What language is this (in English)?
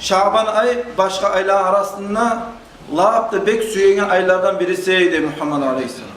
Kumyk